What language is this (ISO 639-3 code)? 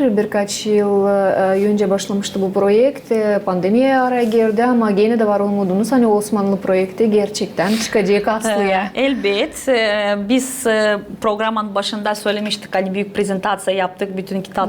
gag